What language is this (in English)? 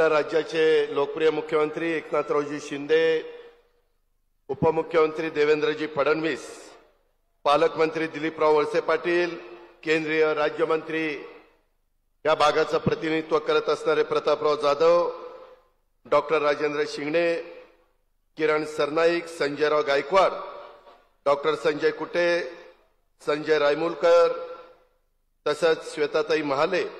Marathi